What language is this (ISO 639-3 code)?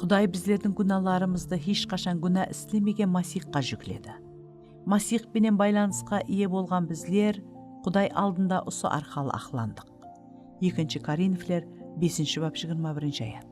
kaa